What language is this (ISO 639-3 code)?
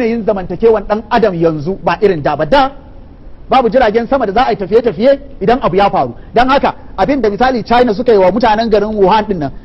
hau